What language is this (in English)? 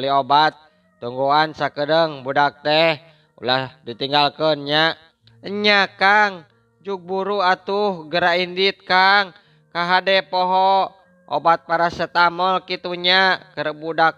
Sundanese